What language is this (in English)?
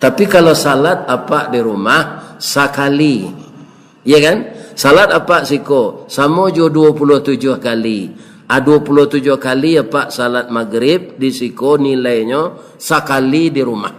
Minangkabau